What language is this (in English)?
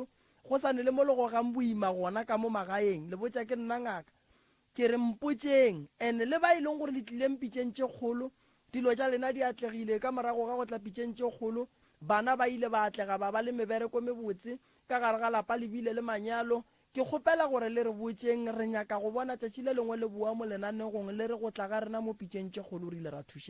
Northern Sotho